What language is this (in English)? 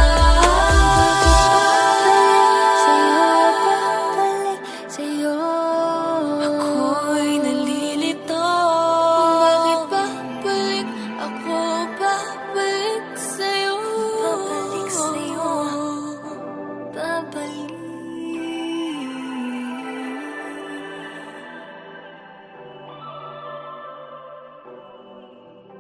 Filipino